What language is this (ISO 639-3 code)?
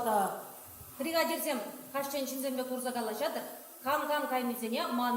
chv